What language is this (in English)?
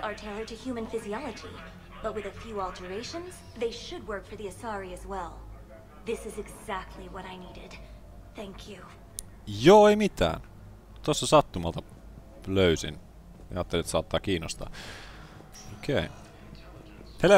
Finnish